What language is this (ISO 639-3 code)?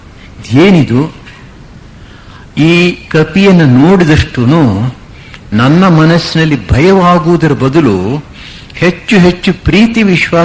kan